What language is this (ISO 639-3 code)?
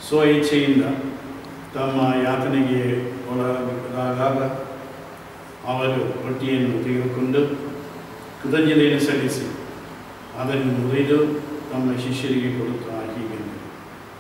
kan